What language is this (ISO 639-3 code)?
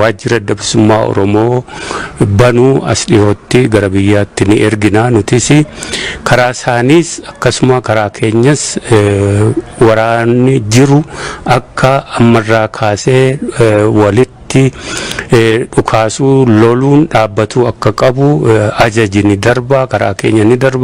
orm